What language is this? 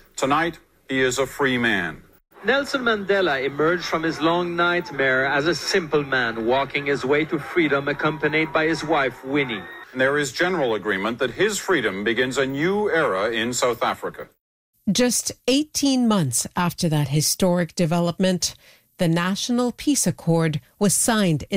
English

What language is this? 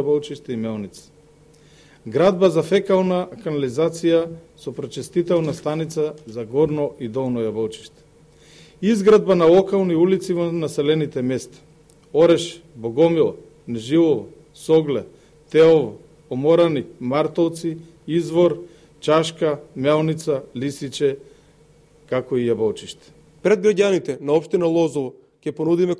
Macedonian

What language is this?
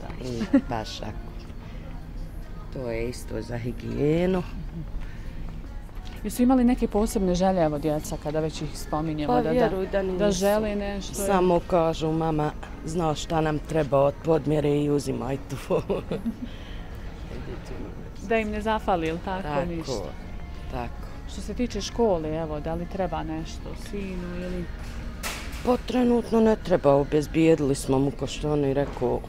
Bosnian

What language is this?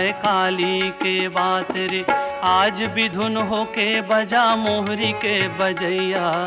Chhattisgarhi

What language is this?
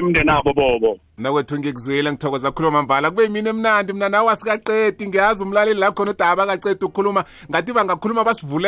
South Ndebele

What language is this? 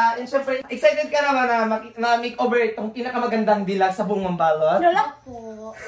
Filipino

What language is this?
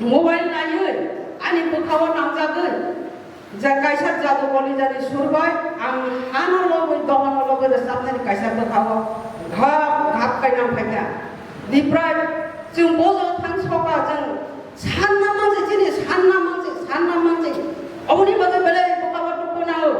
Kok Borok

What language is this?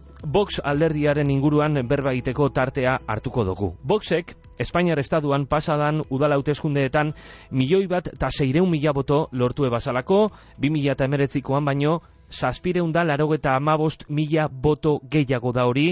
Basque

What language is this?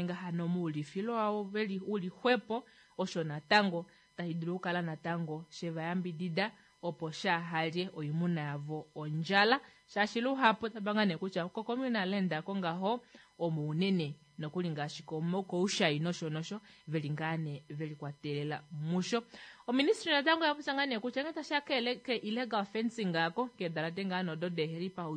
Kuanyama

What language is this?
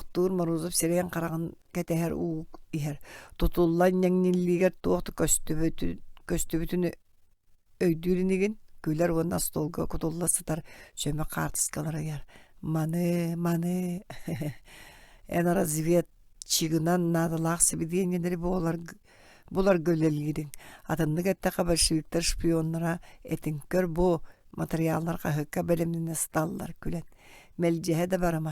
Yakut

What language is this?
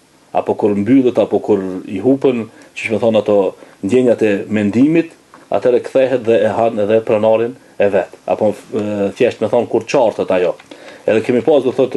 Albanian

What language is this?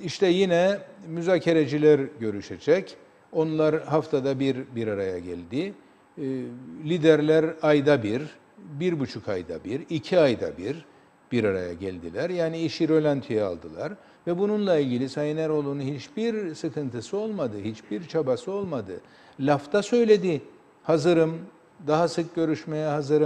Turkish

